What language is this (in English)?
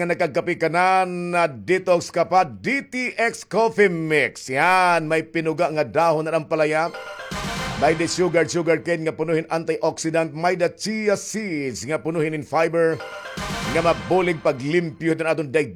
Waray